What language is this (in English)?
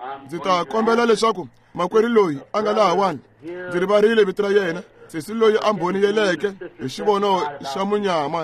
Tsonga